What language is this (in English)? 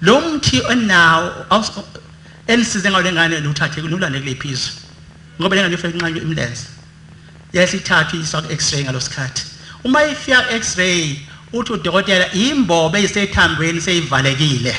Zulu